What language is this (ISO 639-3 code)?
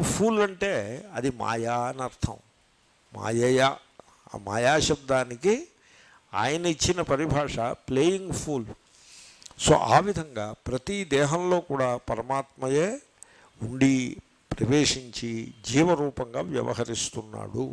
tel